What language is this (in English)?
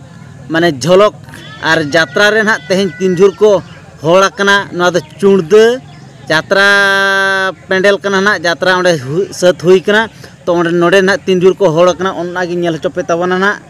Santali